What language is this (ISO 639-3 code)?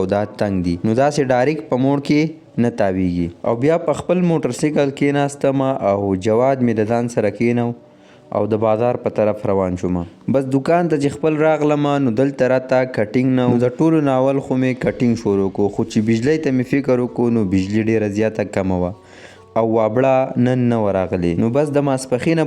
pus